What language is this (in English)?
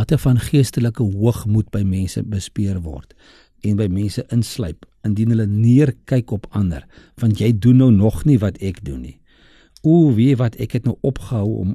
Afrikaans